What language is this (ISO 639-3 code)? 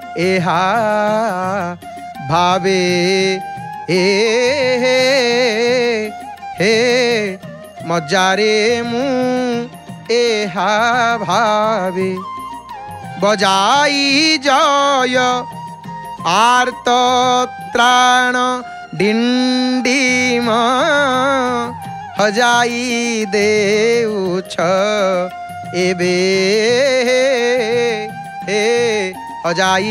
ori